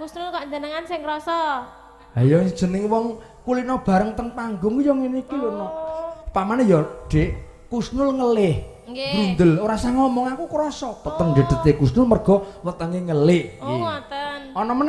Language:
Javanese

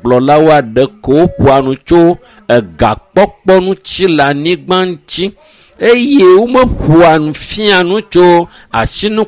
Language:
Ewe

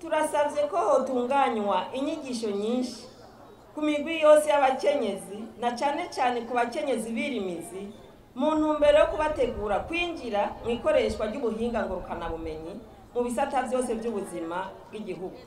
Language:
Rundi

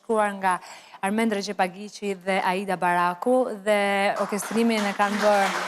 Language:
Albanian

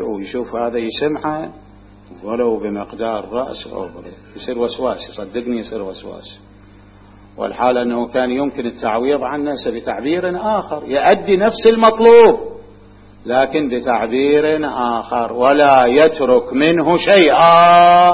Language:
Mesopotamian Arabic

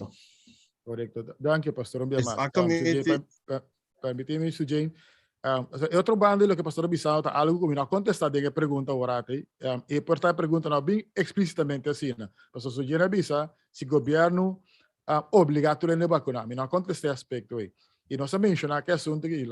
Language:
Papiamento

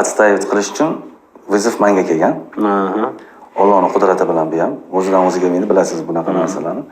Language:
Uzbek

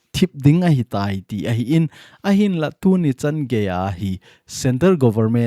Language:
Thado Chin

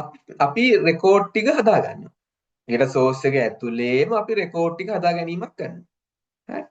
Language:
Sinhala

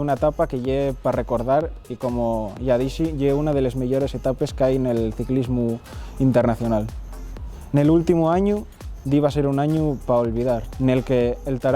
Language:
Asturian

